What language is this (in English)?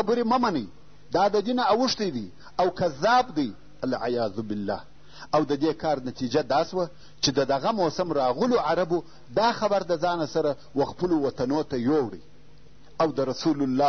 Pashto